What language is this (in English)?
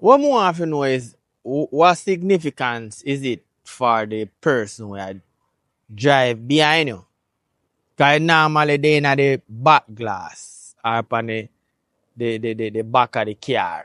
Jamaican Creole English